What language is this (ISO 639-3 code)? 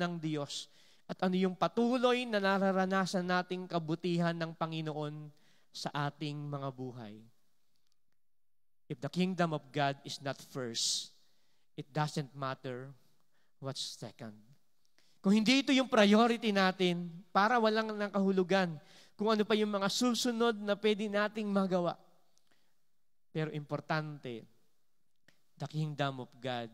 fil